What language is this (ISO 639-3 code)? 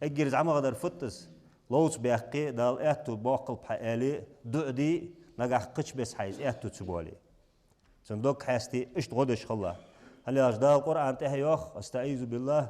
inh